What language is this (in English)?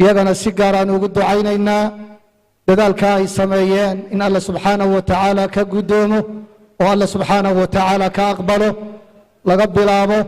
Somali